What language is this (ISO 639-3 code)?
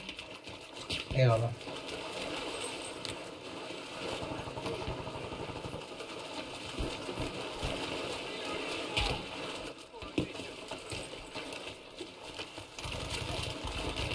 tur